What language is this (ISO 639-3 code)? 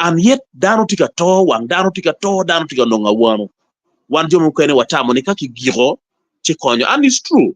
ach